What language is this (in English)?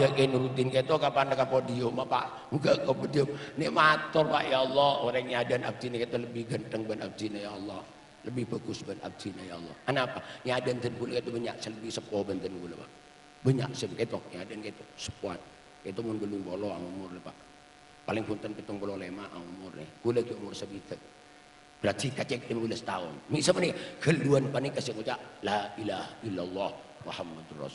Madurese